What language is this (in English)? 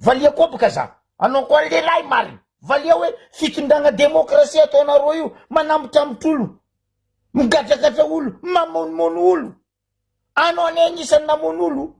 Malagasy